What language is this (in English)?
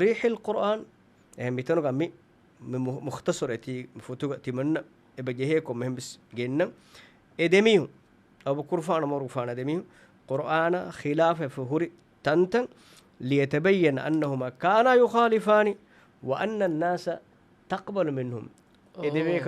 Divehi